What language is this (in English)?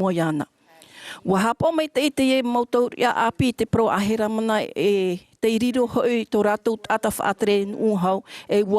Tahitian